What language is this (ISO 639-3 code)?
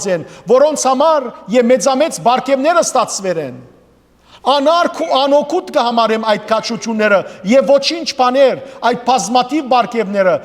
hyw